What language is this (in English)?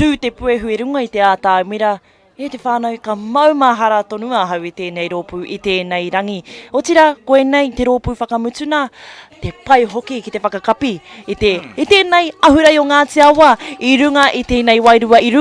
Māori